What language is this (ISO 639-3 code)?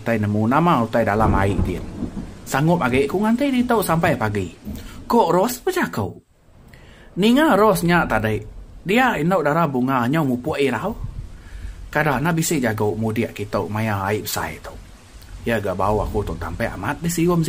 iba